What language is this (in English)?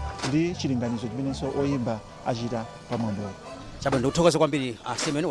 Nyanja